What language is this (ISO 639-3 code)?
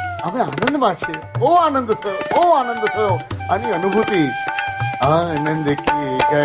guj